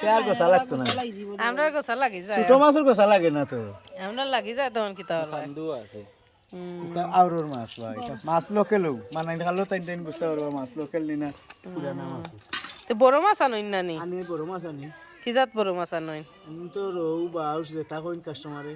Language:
Sylheti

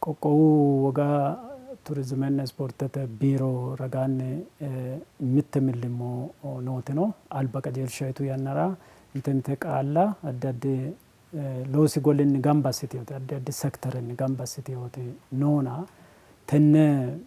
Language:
Sidamo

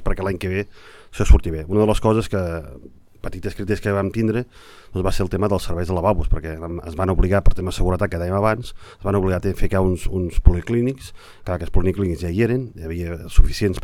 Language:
Catalan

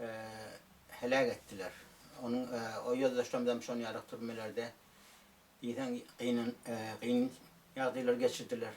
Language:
Turkmen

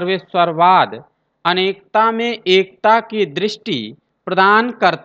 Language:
Hindi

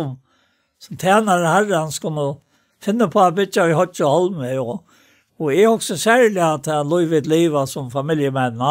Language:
Faroese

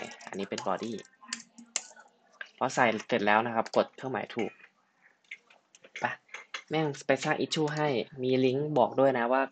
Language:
Thai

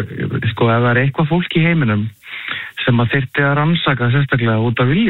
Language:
Icelandic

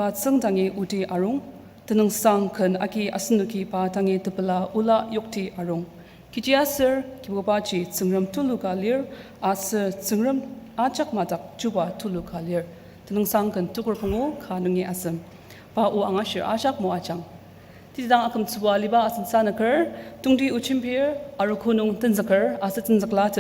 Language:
Ao Naga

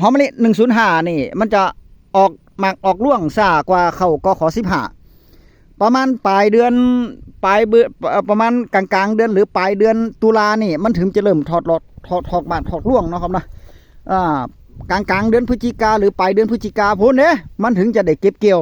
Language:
Northeastern Thai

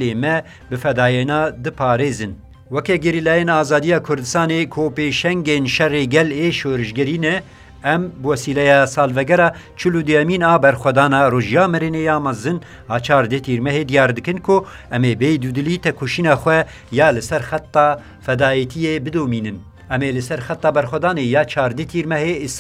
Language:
Kurdish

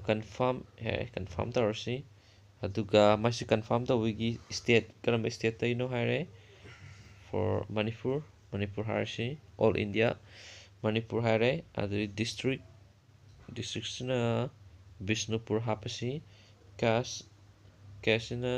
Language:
Manipuri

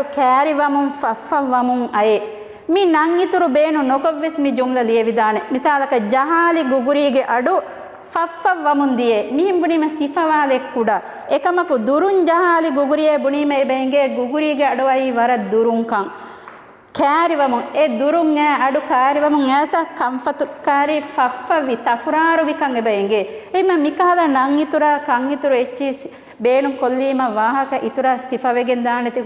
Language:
Divehi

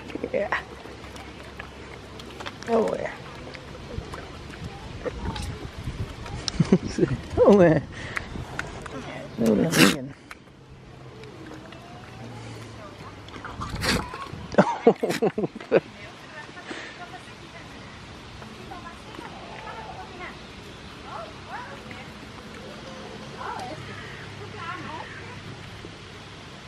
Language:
Danish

